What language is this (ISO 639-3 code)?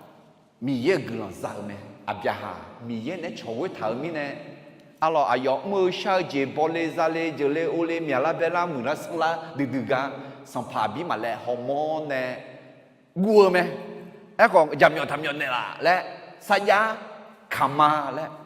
ahk